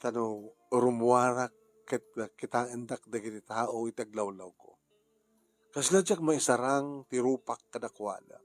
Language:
Iloko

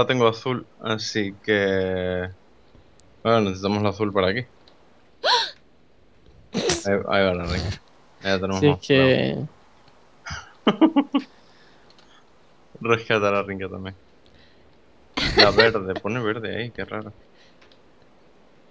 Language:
Spanish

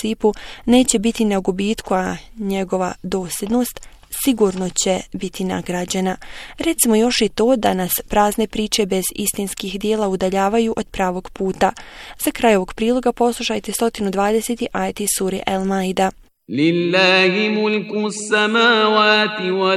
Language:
Bosnian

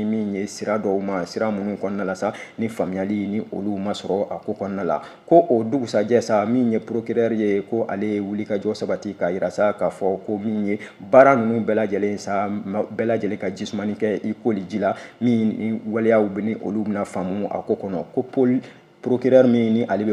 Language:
Bambara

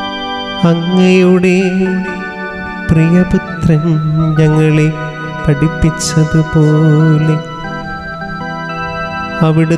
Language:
Malayalam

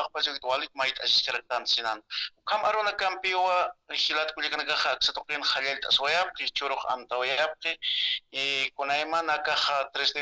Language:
Aymara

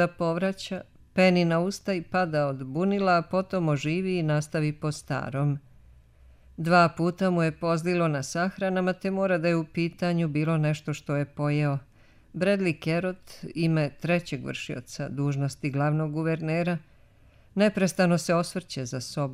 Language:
Serbian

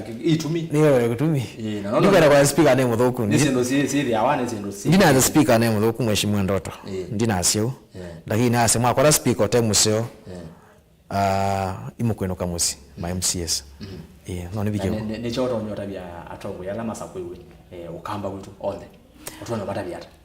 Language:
Kamba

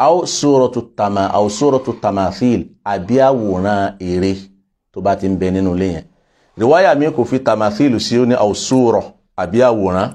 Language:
Yoruba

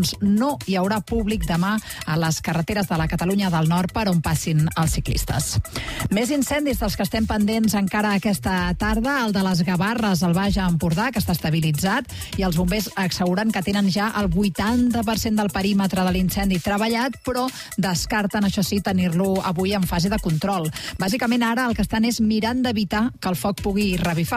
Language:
Catalan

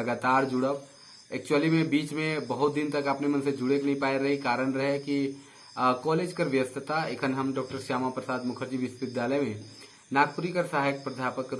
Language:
Sadri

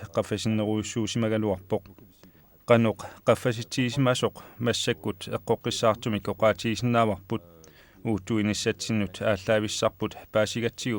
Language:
Kalaallisut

